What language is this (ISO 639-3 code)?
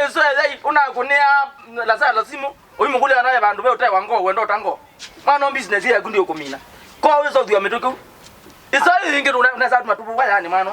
kam